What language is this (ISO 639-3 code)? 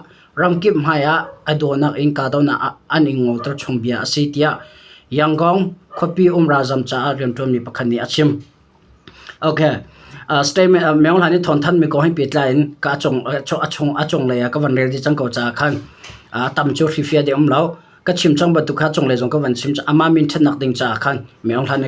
cnh